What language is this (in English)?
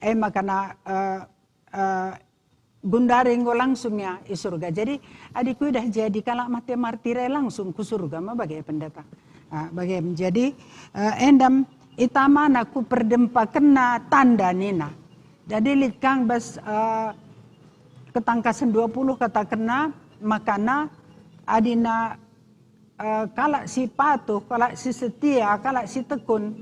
Batak Karo